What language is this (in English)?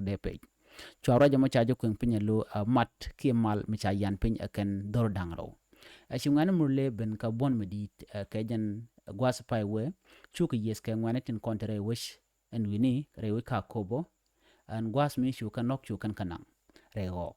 Nuer